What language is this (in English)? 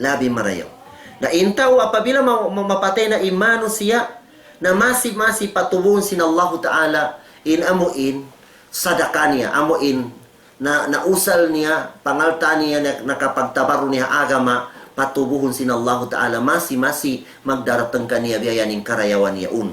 Tausug